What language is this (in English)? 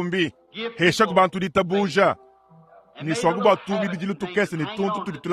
Luba-Lulua